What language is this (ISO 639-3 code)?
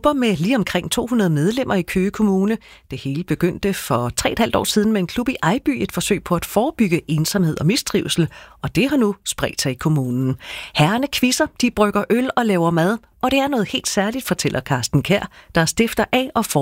dan